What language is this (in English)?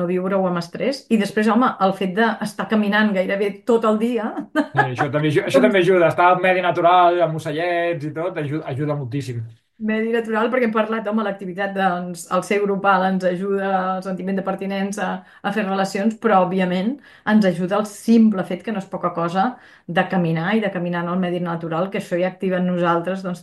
Catalan